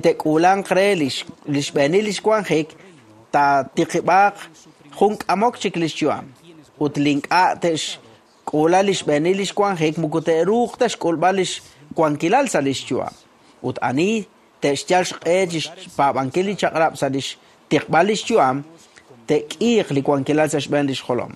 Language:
Kekchí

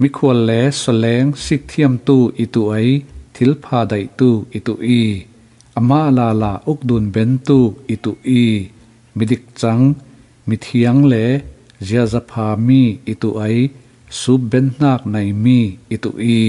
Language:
Falam Chin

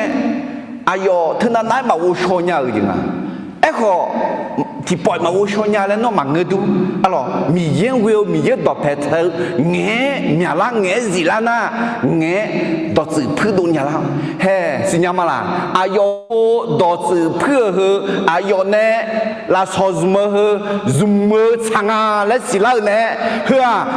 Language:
Akha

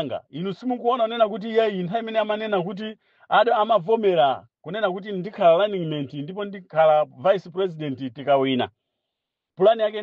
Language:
Nyanja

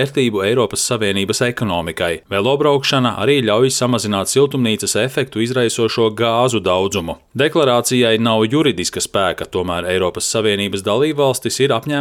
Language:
Latvian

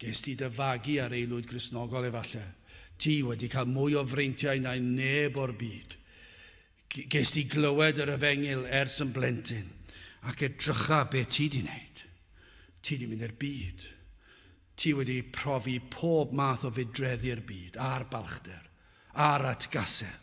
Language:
Welsh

